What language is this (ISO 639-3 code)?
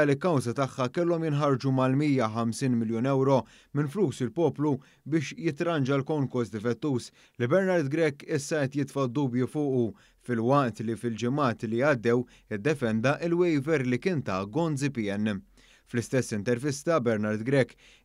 mlt